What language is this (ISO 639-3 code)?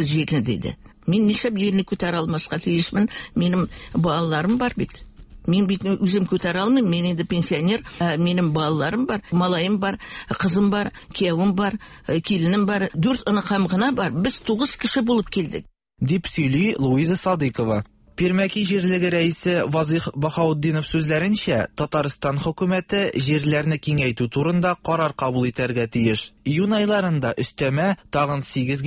tat